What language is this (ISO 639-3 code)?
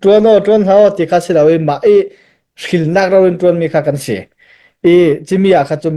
cnh